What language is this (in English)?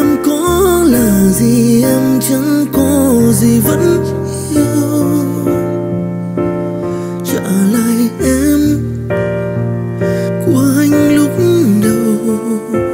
Vietnamese